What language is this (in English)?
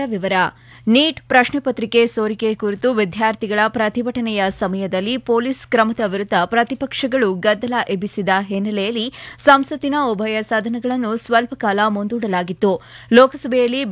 Kannada